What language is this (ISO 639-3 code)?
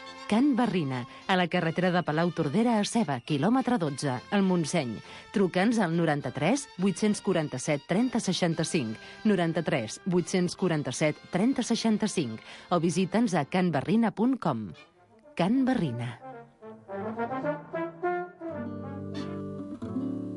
cat